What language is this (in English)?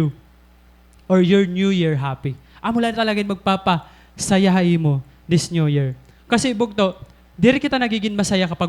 Waray